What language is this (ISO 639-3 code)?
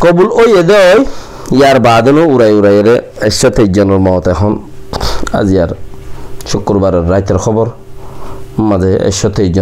rhg